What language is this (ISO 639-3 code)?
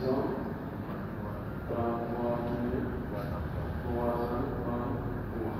fuf